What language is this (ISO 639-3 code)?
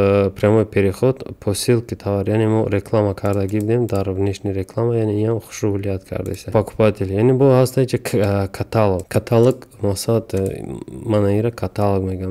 tgk